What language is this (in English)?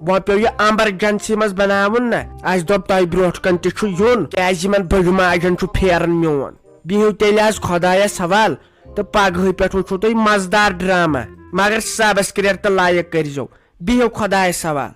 Kashmiri